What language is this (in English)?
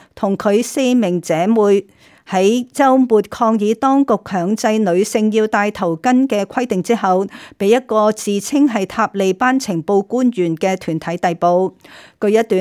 Cantonese